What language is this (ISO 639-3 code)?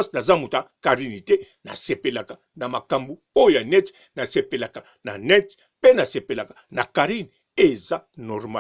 lin